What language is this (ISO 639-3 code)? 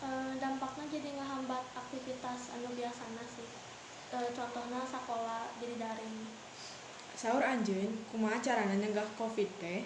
sun